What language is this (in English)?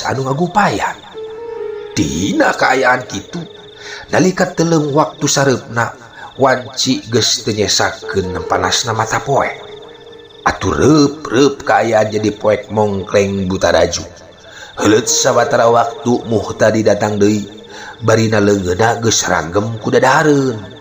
Sundanese